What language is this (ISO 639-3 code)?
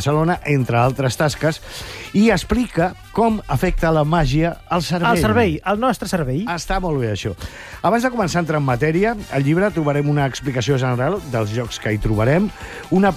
cat